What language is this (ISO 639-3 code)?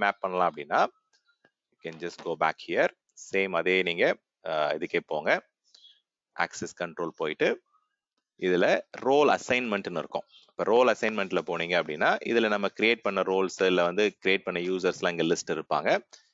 tam